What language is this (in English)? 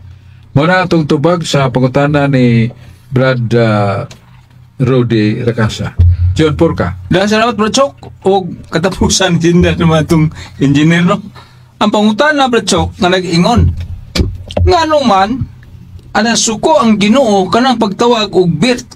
Cebuano